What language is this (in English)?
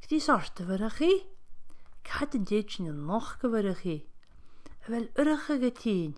Scottish Gaelic